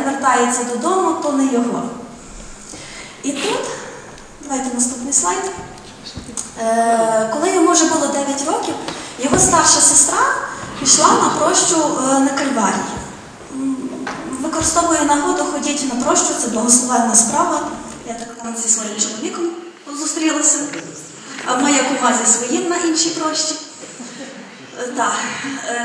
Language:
Ukrainian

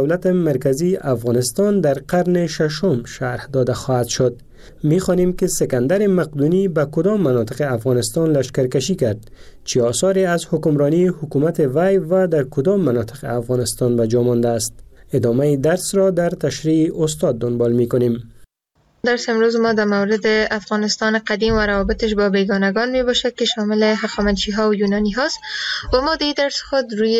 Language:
Persian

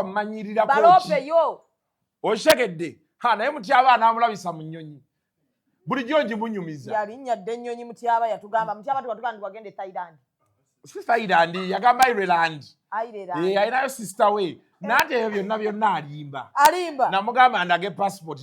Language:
Ganda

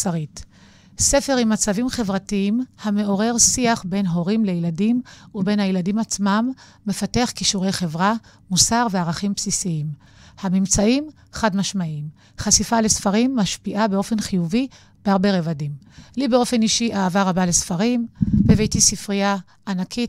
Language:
Hebrew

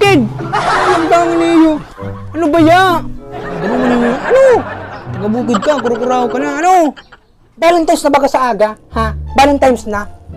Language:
Bikol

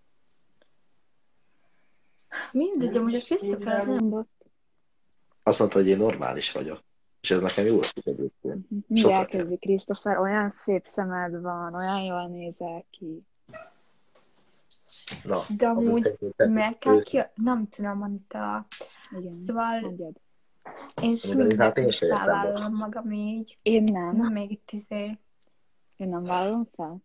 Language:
Hungarian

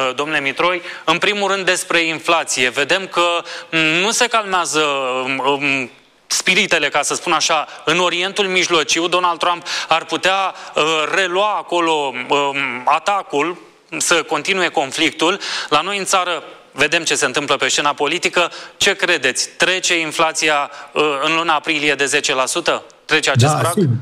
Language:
Romanian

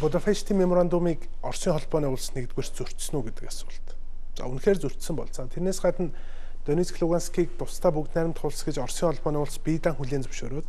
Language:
Mongolian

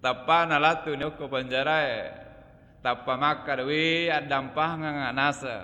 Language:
Buginese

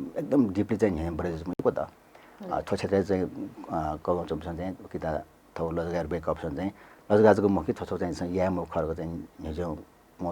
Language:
Newari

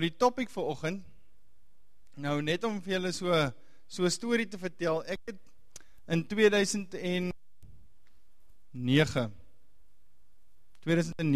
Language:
Afrikaans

